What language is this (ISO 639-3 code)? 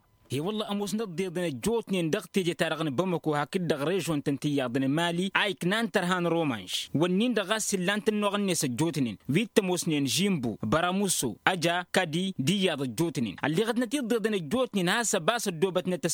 taq